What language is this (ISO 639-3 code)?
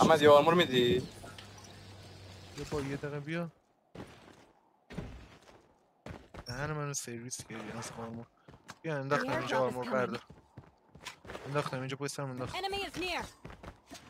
fas